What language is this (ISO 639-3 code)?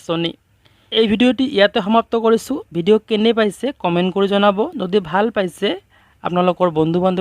asm